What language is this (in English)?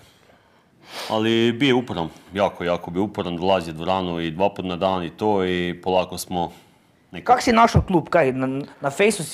Croatian